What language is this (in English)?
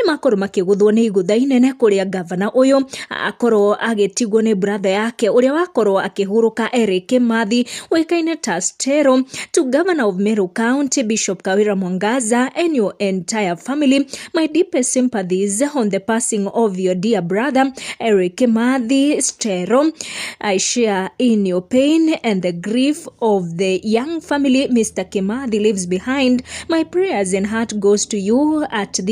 Kikuyu